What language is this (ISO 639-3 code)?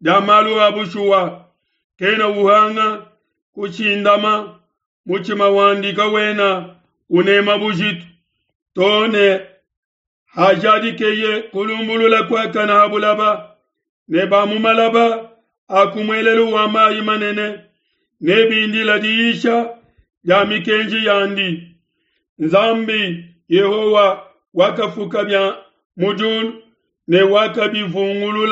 lua